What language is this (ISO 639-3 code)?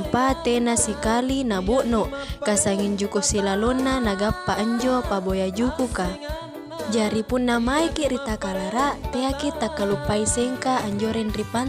mak